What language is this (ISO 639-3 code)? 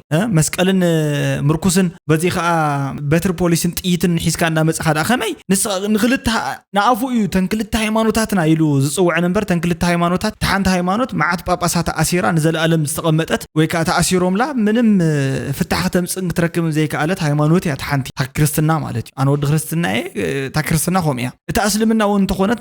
tir